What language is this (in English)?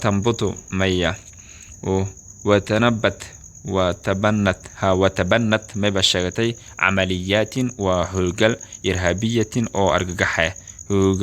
Somali